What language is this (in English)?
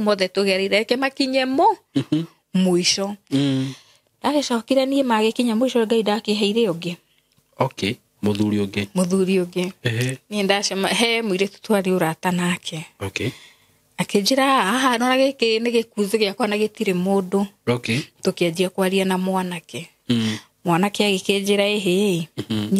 Kikuyu